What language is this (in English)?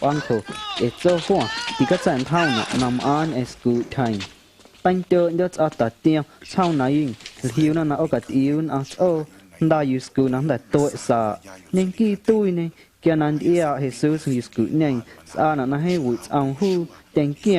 Guerrero Amuzgo